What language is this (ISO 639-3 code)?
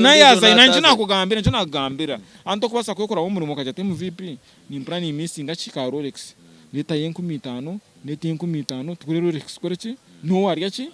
nyn